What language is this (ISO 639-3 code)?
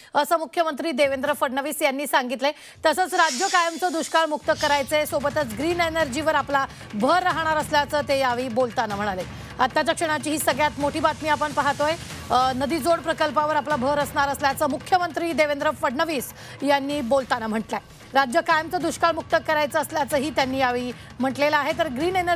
mar